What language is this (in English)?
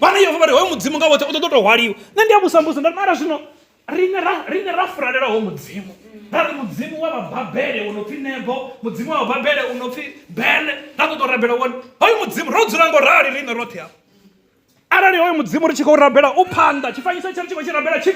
Venda